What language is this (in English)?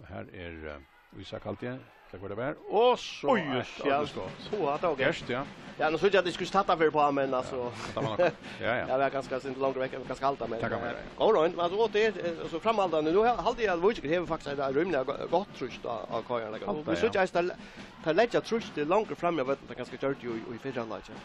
Faroese